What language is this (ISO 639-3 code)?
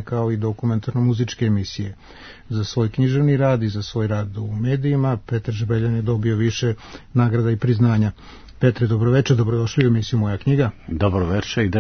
srp